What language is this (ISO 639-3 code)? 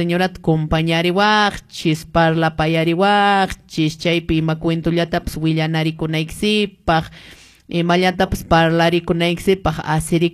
que